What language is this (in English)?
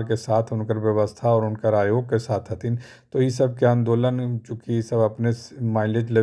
Magahi